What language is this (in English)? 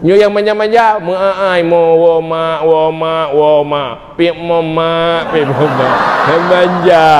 Achinese